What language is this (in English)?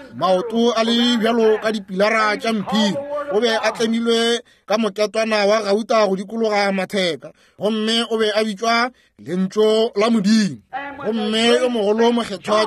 Northern Sotho